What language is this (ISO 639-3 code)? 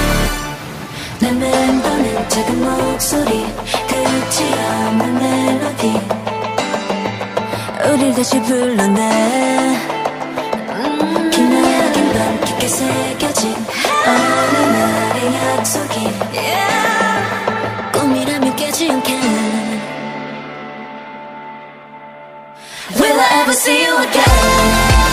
kor